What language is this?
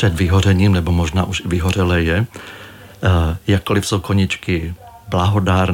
Czech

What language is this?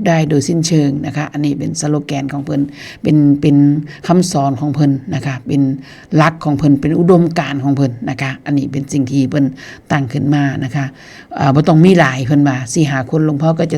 Northeastern Thai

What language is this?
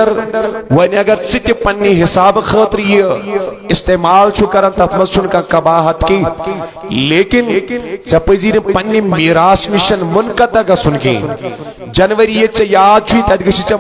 Kashmiri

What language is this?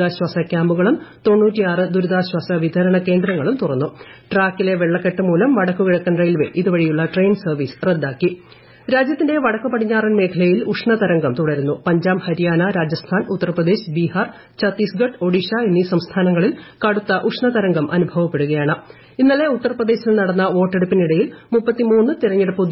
Malayalam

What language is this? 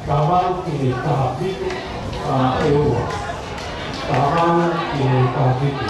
Tongan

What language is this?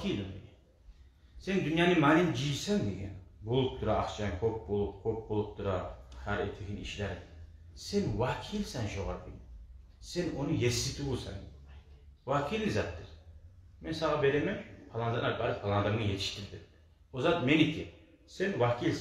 Kumyk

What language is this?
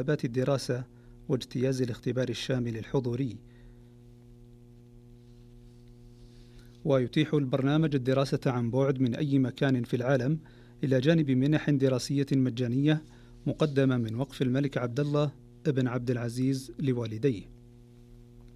Arabic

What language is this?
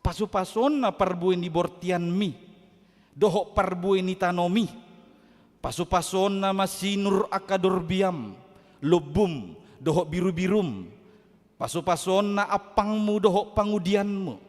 Batak Toba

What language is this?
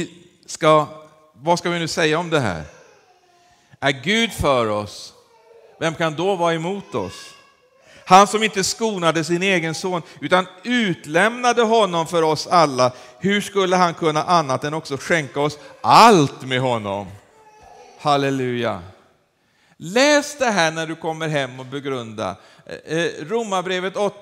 Swedish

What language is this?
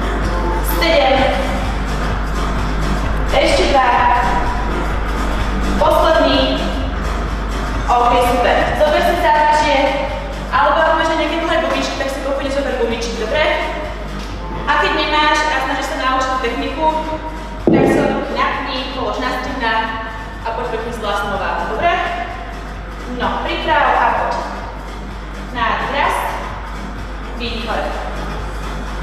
Slovak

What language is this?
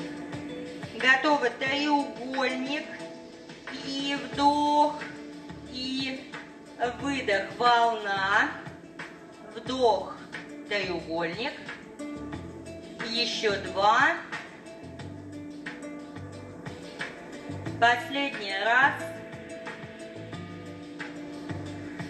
Russian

